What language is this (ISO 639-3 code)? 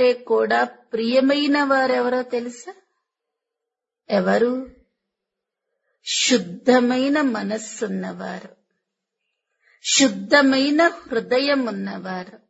tel